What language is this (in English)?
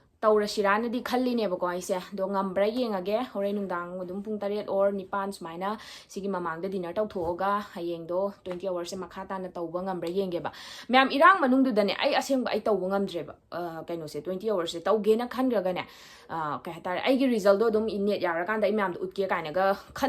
Manipuri